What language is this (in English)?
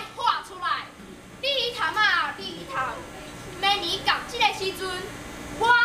Min Nan Chinese